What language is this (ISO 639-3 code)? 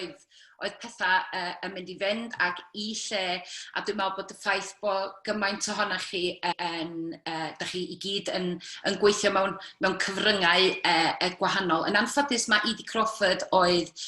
cym